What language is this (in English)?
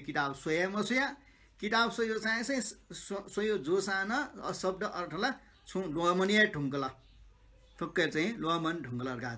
Newari